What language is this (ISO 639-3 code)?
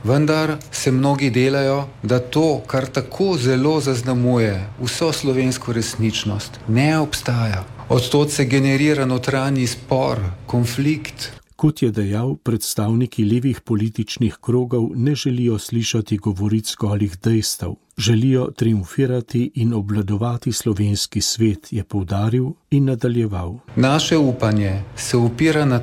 slv